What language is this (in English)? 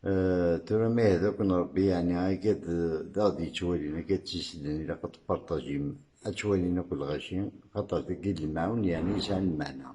Kabyle